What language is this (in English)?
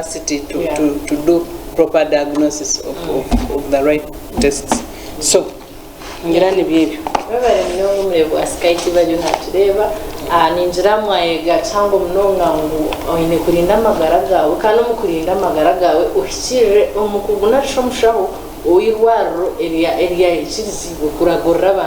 Nyankole